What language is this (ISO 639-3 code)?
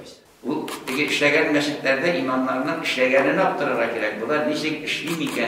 tat